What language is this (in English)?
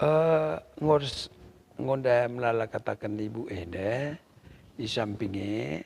Batak Karo